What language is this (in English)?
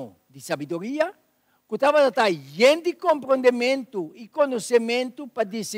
Papiamento